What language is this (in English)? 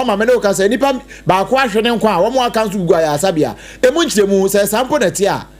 Akan